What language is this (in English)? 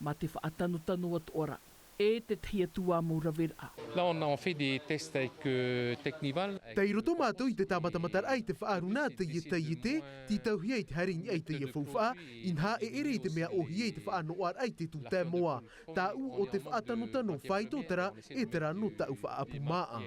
Tahitian